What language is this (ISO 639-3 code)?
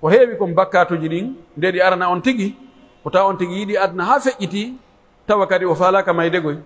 fuf